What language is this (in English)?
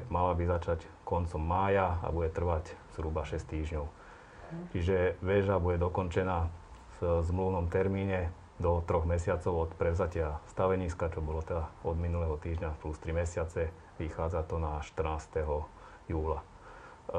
Slovak